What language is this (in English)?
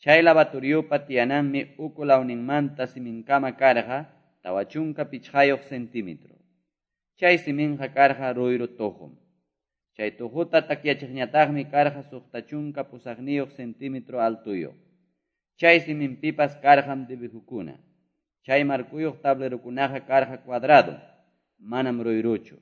Quechua